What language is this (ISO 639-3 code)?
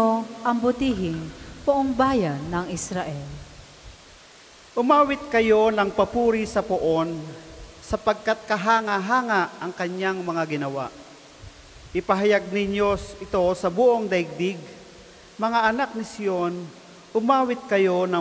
fil